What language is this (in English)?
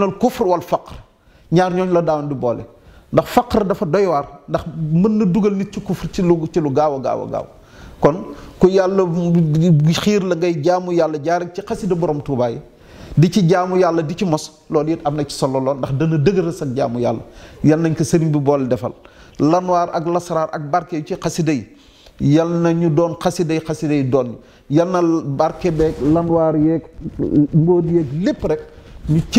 Wolof